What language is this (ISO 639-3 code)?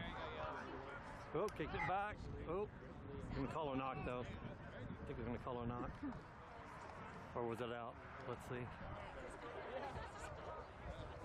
eng